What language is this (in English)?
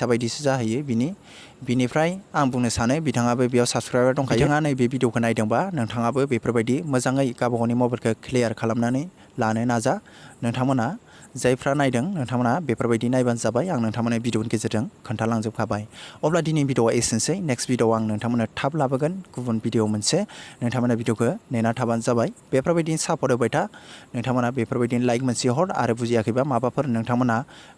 Bodo